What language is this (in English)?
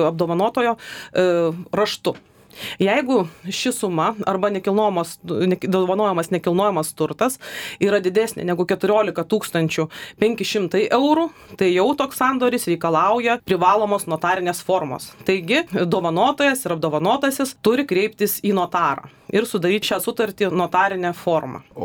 Lithuanian